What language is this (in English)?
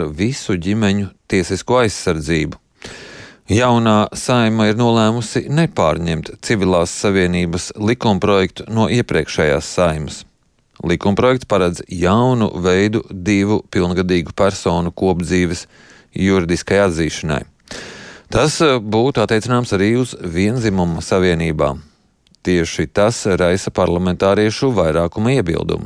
Latvian